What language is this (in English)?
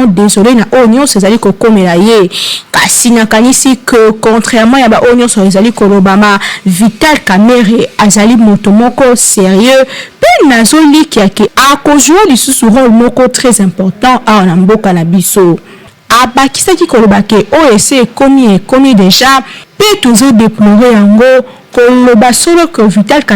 Lingala